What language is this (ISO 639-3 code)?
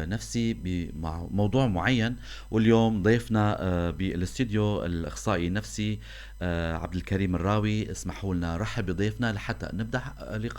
apc